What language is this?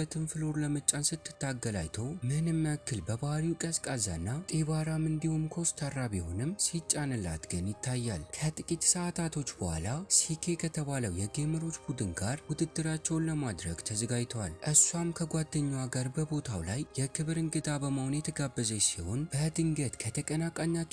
Amharic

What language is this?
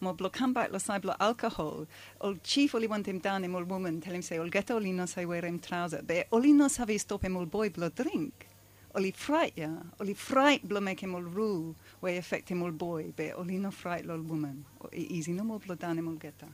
Bislama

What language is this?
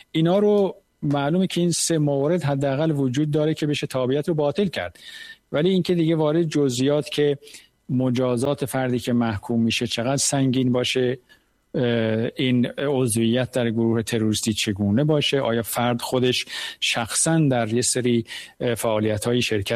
Persian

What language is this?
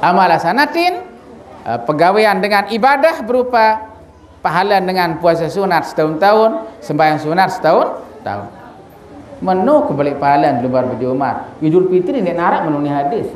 Sasak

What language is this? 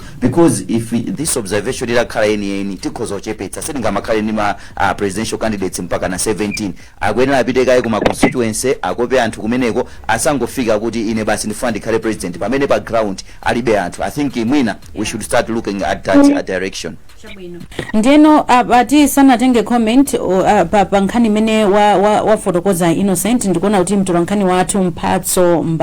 Nyanja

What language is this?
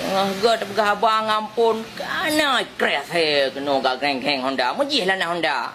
Achinese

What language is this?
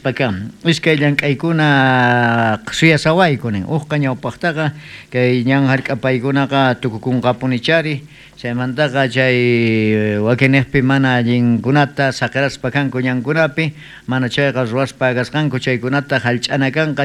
South Bolivian Quechua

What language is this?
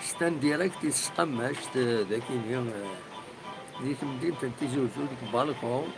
Kabyle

